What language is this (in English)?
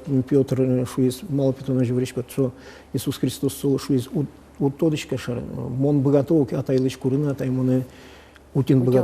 Udmurt